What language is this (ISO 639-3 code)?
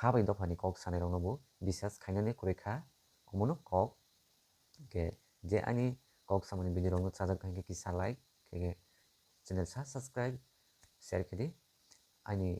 trp